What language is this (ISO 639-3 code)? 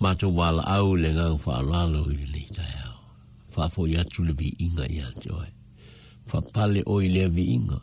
smo